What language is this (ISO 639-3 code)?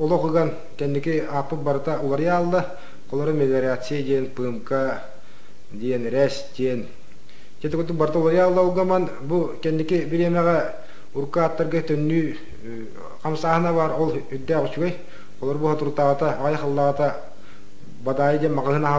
sah